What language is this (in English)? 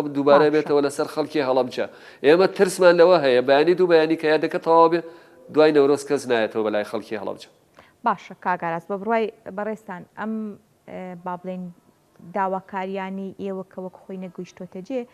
Central Kurdish